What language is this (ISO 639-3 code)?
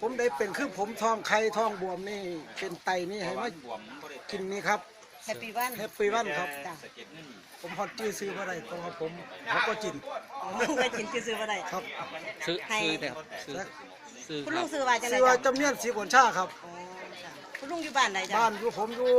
tts